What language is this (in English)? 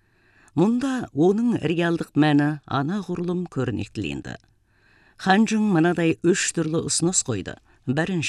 Kazakh